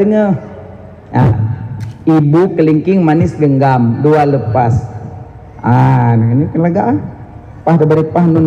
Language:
Achinese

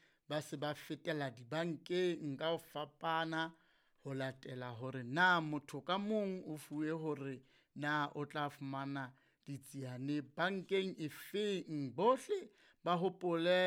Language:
Southern Sotho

